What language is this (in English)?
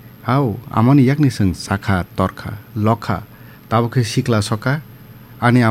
Kok Borok